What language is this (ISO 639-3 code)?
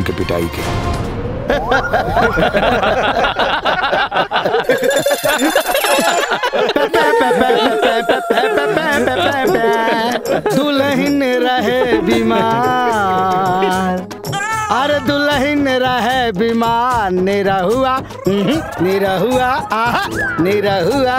bho